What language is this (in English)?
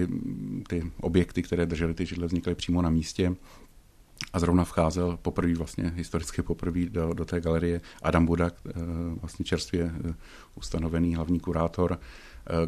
Czech